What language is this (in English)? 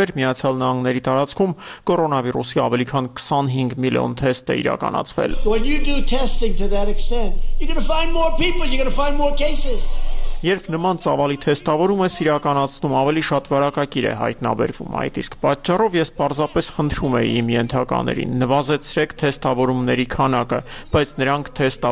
Armenian